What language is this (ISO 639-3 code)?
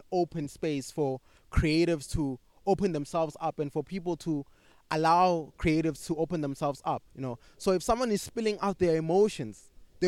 eng